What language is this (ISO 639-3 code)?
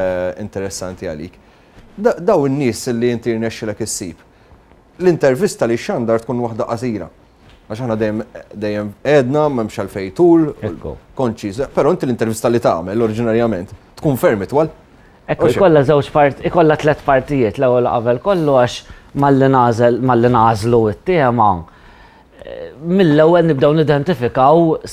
mlt